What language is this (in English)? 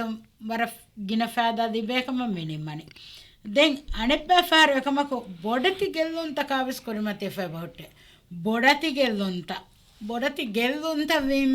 Divehi